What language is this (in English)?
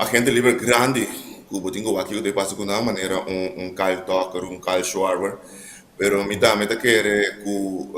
Papiamento